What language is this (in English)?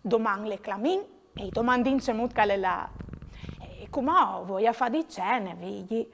Friulian